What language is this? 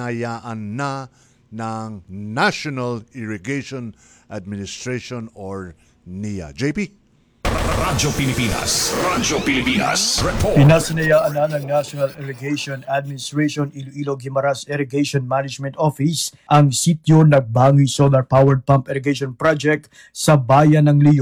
Filipino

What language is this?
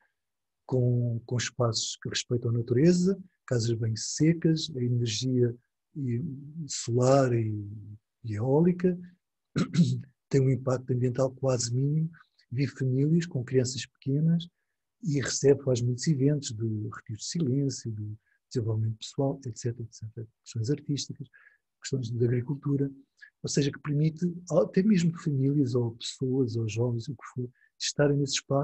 Portuguese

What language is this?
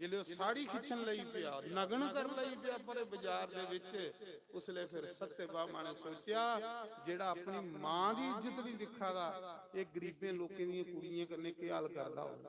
Dogri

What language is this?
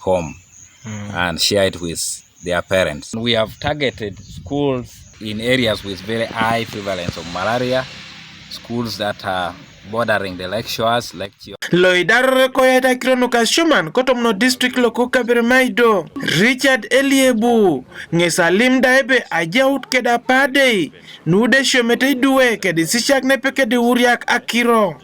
Teso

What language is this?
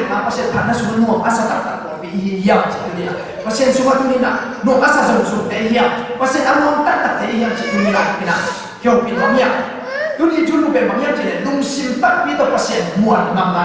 Tedim Chin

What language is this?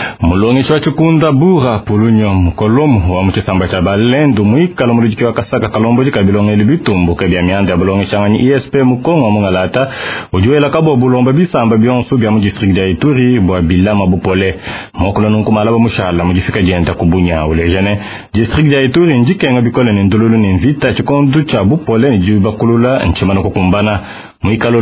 Luba-Lulua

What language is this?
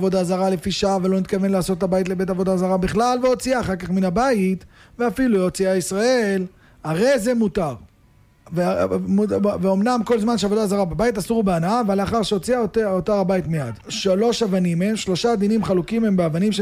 Hebrew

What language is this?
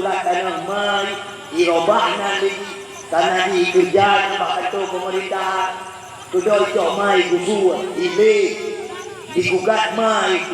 Achinese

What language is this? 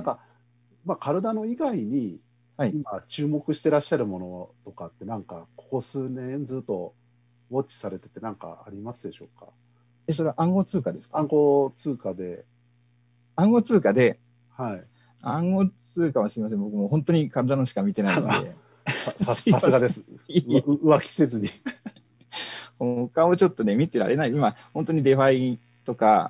Japanese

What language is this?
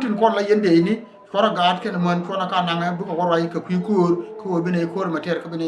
Nuer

